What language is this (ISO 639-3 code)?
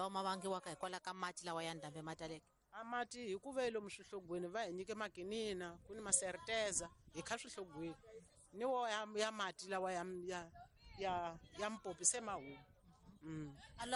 tso